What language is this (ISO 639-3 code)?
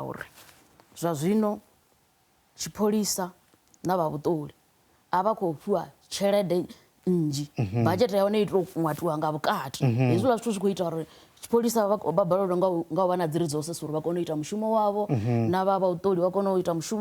ven